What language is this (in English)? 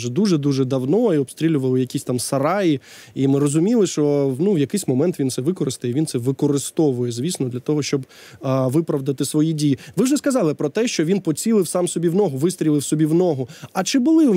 Ukrainian